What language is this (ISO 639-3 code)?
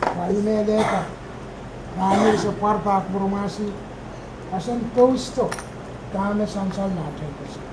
pon